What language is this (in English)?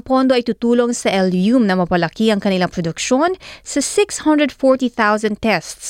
Filipino